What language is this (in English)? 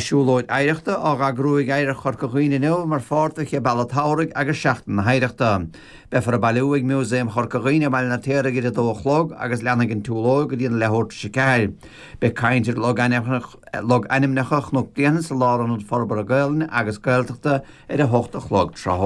Irish